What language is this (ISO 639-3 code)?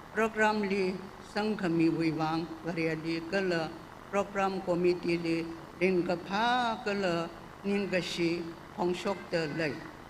nmf